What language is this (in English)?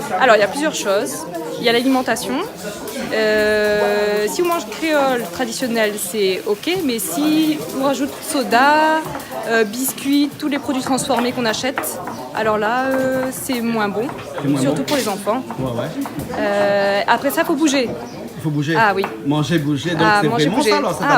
Réunion Creole French